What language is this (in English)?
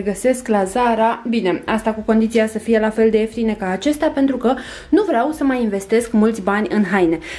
Romanian